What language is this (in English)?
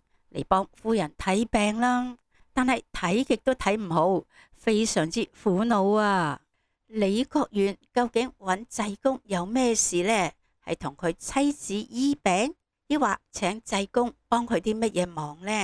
Cantonese